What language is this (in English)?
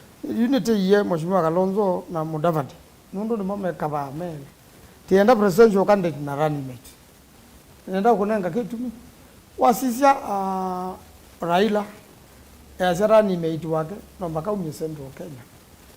Kamba